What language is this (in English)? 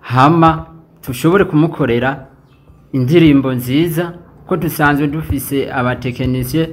Rundi